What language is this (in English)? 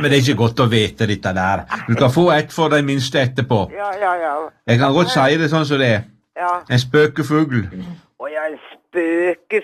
Norwegian